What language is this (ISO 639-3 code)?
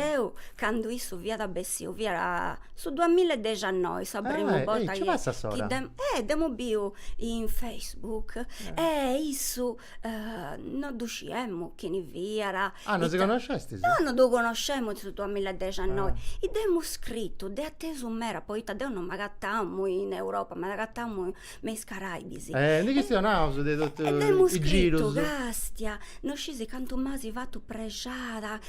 srd